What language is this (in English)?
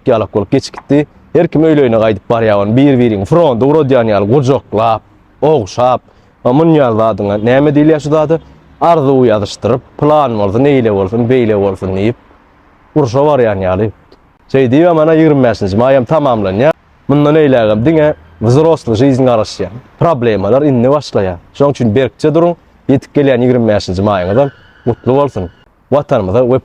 Turkmen